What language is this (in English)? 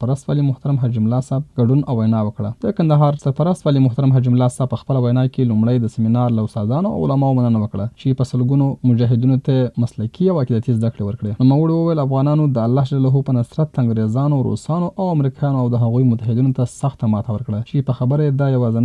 Pashto